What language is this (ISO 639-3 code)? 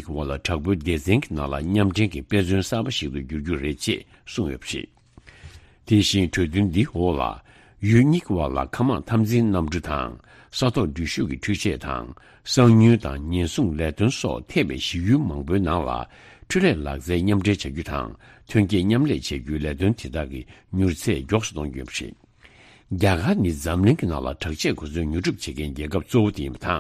bod